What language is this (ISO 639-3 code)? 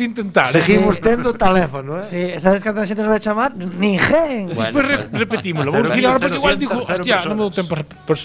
glg